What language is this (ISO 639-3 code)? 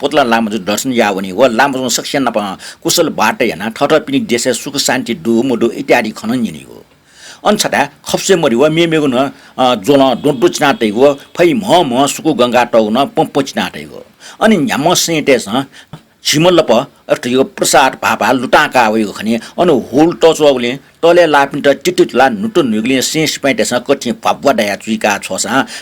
new